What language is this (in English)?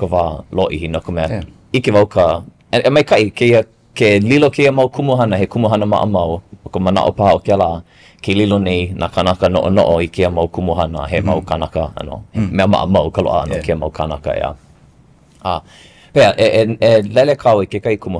Hawaiian